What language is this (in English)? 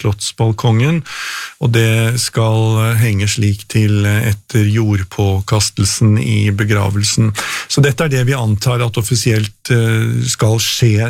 Norwegian